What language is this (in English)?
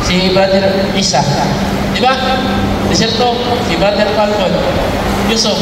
Cebuano